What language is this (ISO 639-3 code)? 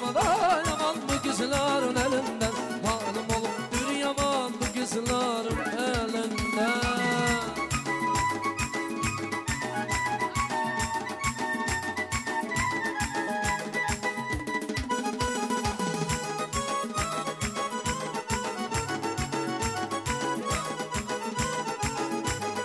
tur